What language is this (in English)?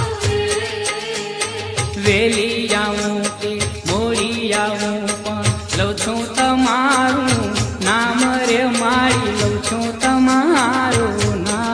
Gujarati